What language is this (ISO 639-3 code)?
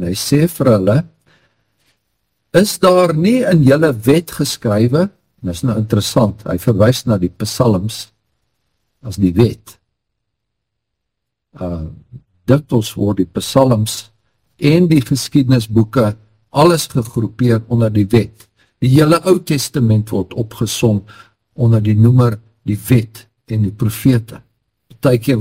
afr